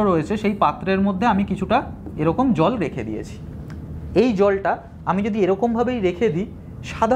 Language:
Bangla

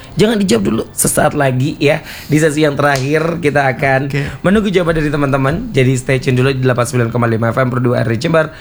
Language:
Indonesian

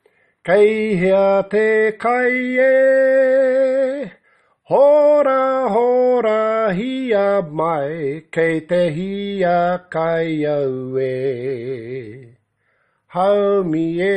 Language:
Māori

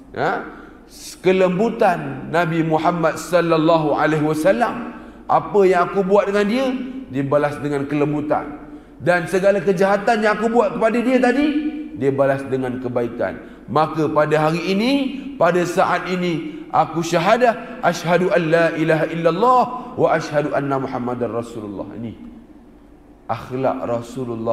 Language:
Malay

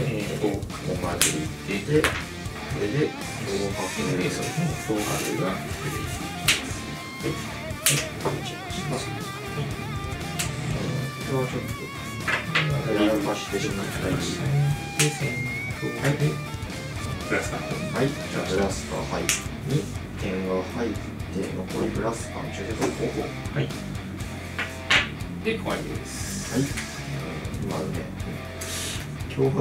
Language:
Japanese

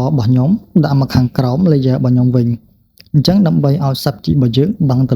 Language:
Khmer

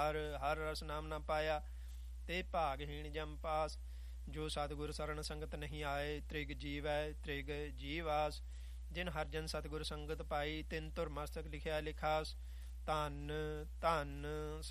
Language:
Punjabi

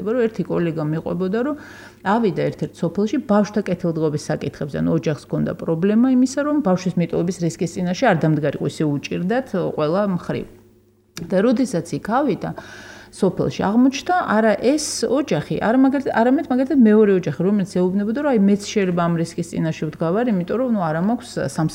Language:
Georgian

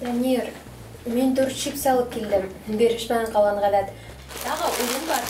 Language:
Bashkir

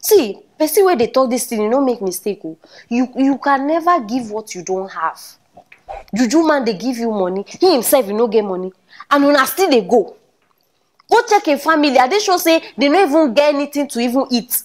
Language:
Nigerian Pidgin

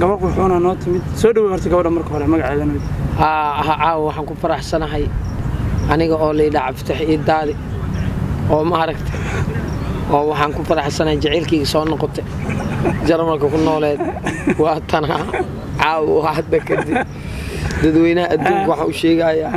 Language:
Somali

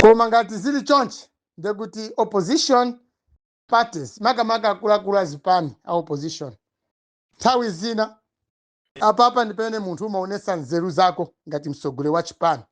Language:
Nyanja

